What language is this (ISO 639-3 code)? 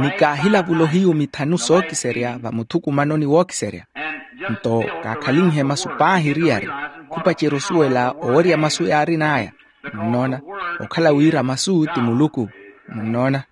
vmw